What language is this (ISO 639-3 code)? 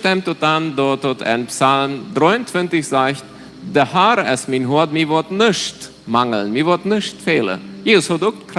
pdt